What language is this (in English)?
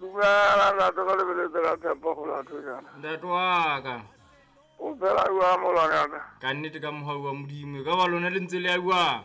Southern Sotho